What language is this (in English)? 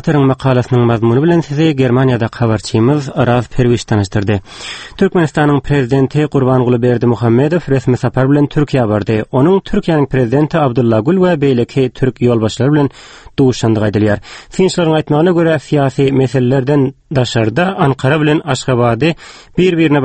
Turkmen